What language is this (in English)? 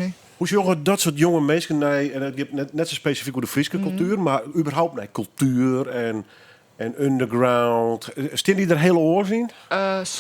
Western Frisian